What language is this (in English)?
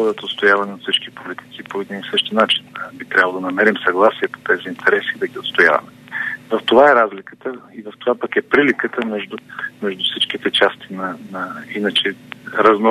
Bulgarian